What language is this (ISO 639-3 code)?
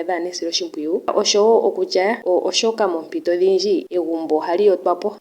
ndo